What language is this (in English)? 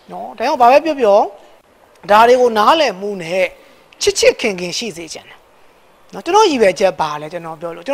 Burmese